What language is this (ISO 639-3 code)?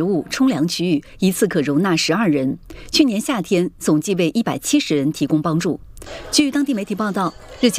zho